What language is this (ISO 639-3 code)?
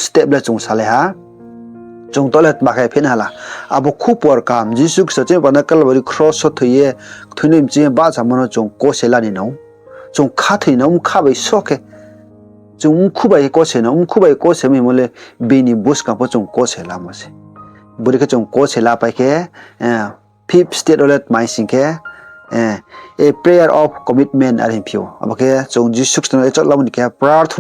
ria